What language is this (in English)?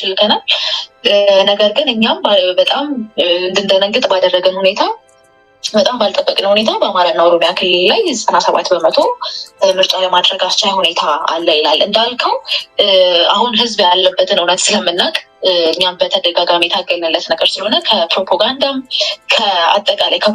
Amharic